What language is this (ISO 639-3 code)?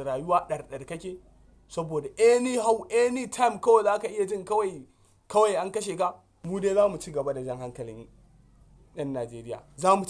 hau